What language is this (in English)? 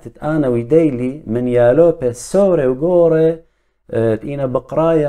Assyrian Neo-Aramaic